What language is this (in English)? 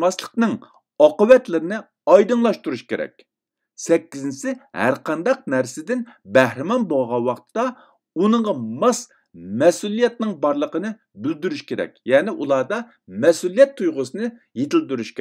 Uyghur